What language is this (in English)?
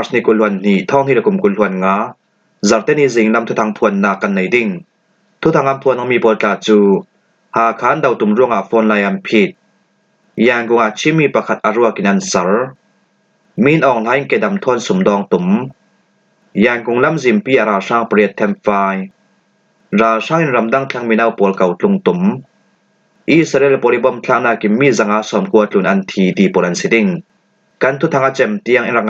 Hakha Chin